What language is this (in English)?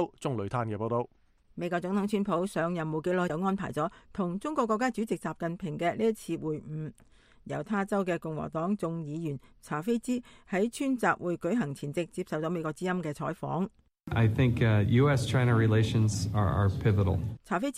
Cantonese